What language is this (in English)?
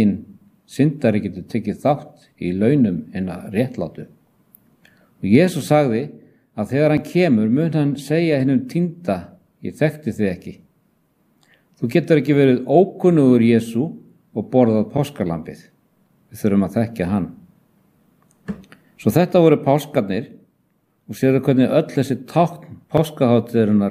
Icelandic